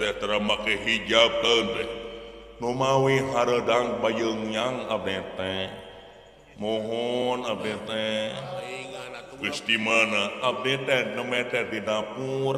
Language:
Sundanese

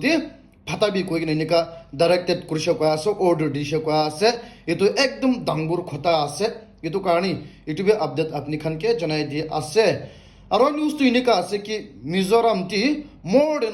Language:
Naga Pidgin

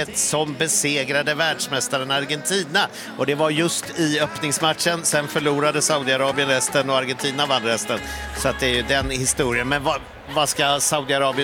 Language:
Swedish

